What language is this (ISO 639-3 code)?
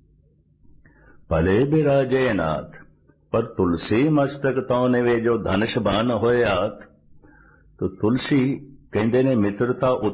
pan